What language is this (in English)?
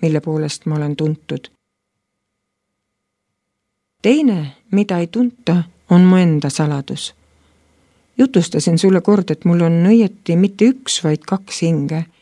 Estonian